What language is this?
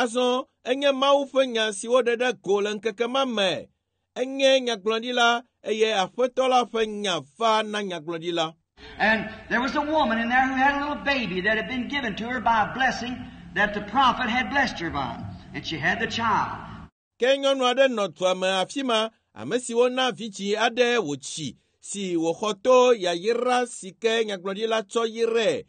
Ewe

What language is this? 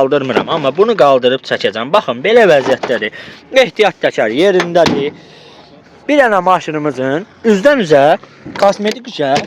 Azerbaijani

